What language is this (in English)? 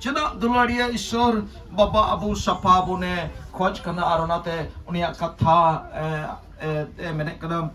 Santali